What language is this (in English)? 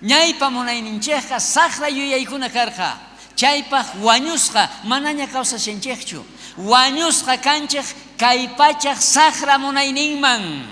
South Bolivian Quechua